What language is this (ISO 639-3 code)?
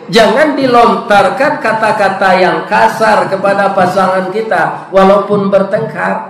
min